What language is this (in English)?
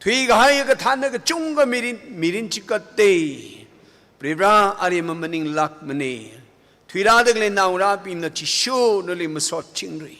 Tangkhul Naga (India)